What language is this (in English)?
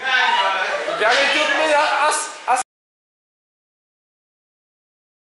Bulgarian